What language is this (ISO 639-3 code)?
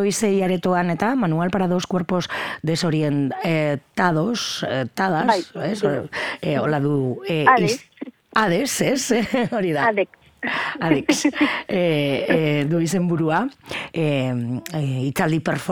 eus